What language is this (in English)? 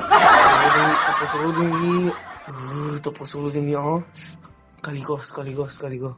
Minangkabau